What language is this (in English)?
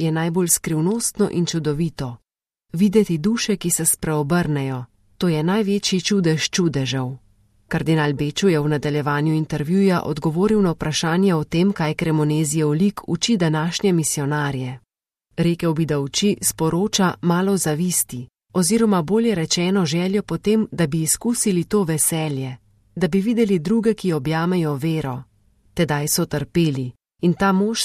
Slovenian